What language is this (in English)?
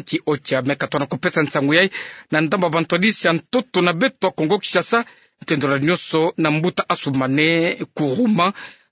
Kituba (Democratic Republic of Congo)